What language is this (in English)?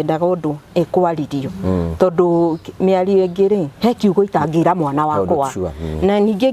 Kikuyu